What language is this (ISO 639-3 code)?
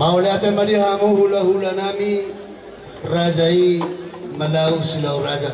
bbc